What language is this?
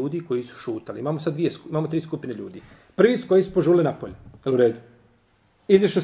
Bosnian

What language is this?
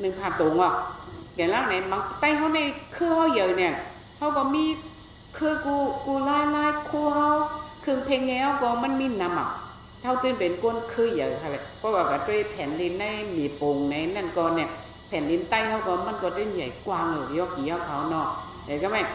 Shan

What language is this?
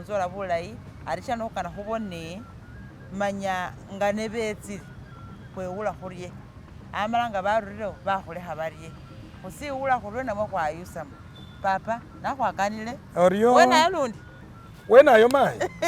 Masaaba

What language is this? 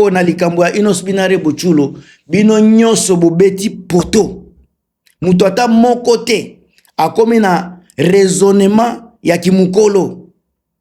Lingala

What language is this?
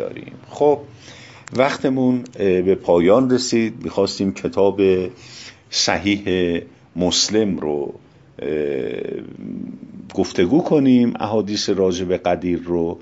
Persian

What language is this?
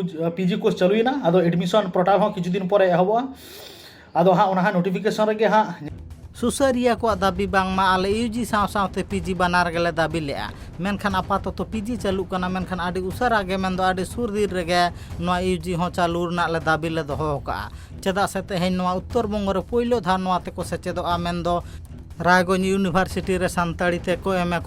Santali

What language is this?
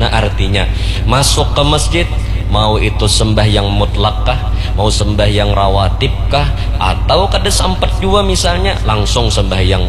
Banjar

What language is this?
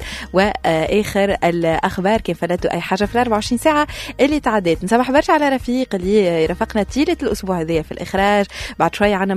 Tunisian Arabic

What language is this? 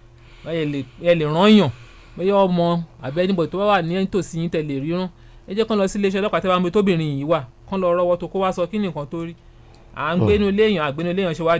Yoruba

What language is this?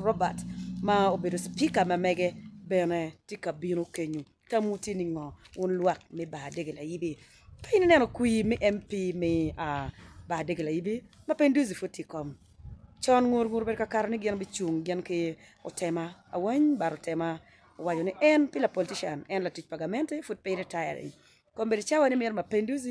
Acoli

